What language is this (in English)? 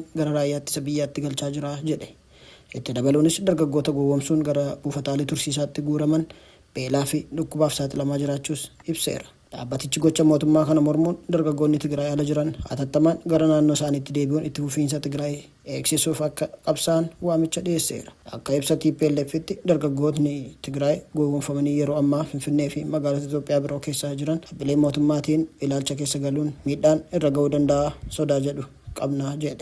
Oromo